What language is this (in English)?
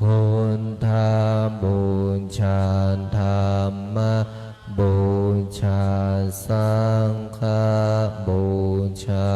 Pali